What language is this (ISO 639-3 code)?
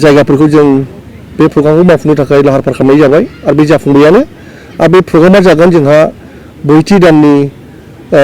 brx